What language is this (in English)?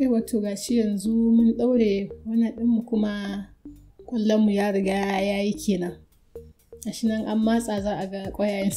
Hausa